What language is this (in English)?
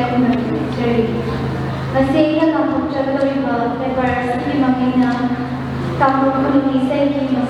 Manipuri